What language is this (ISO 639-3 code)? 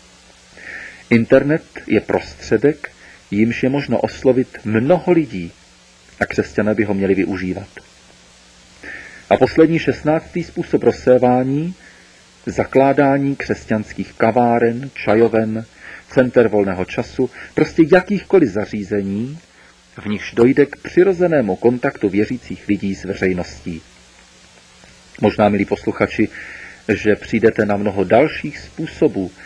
ces